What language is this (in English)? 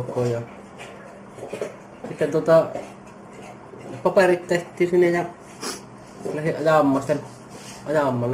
Finnish